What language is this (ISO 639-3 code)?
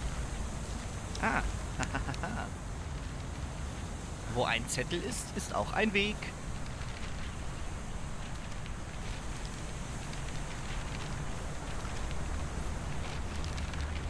deu